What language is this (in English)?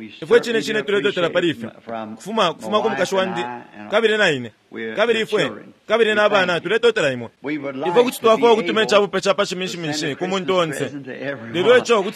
Bemba